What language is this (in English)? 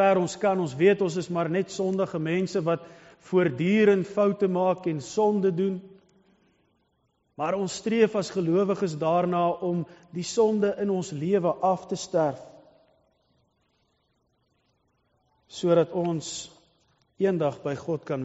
Afrikaans